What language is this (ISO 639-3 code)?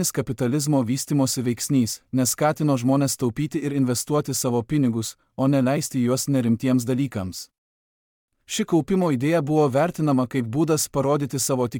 lit